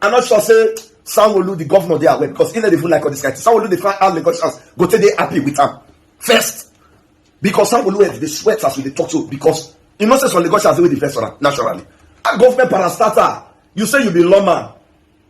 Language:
Nigerian Pidgin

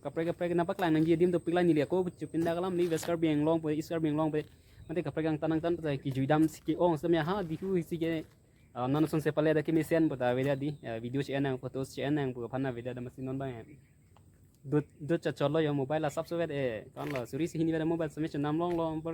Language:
Karbi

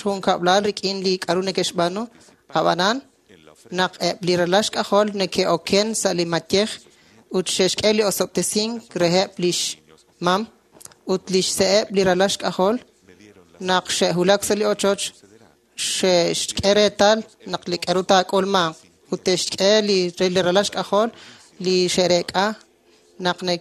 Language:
Kekchí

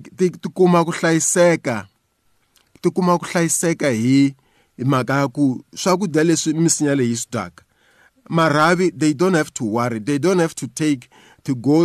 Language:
Tsonga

